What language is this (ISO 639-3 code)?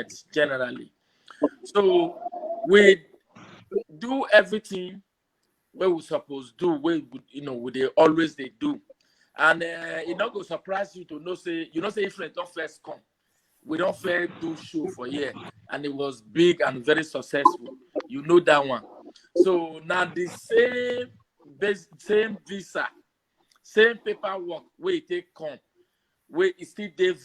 pcm